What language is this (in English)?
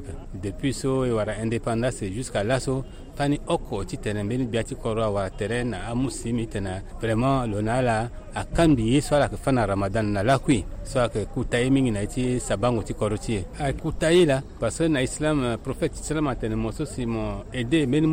Sango